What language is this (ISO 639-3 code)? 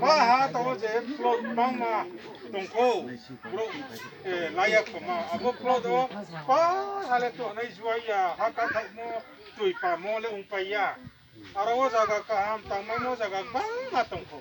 ria